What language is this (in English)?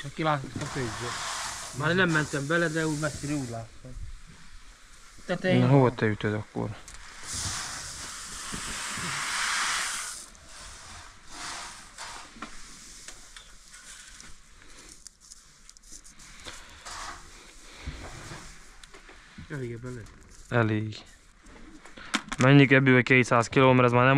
Hungarian